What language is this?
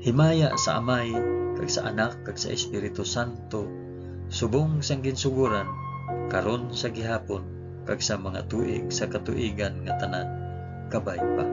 Hiligaynon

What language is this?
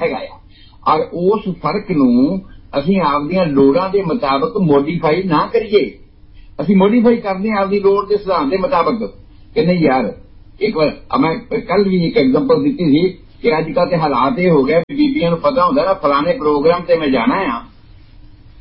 Punjabi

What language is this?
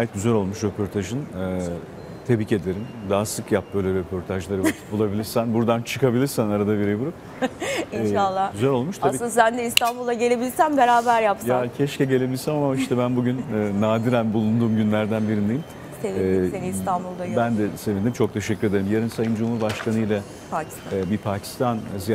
Turkish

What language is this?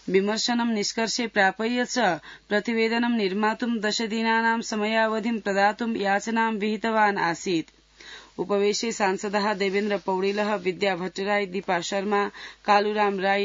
Sanskrit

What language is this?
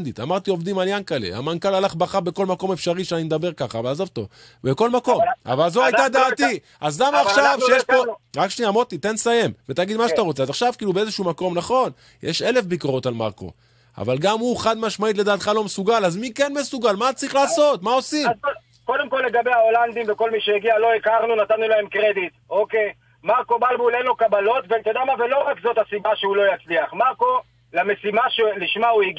Hebrew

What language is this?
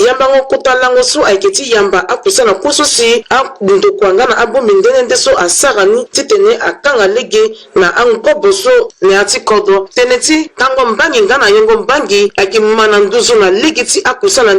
Sango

